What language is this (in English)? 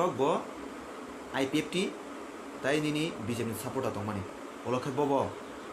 Kok Borok